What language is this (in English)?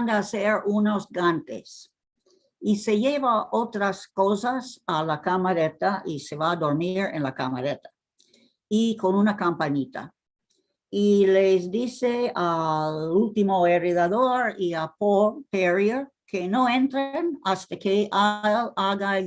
Ladino